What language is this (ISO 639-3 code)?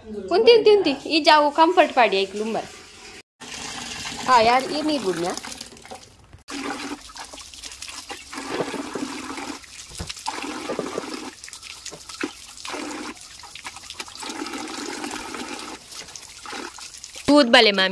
tcy